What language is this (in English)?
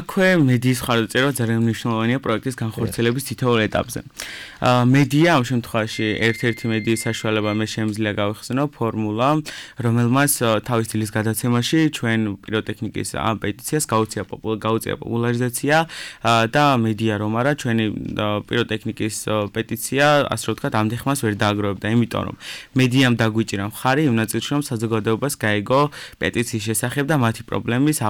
Georgian